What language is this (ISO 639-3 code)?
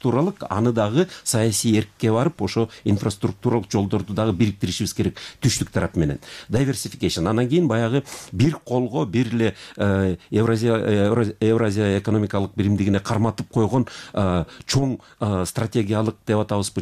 kir